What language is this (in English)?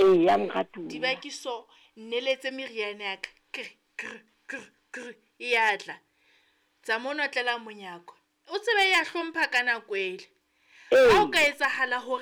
Southern Sotho